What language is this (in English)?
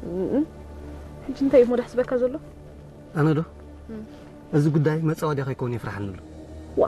Tigrinya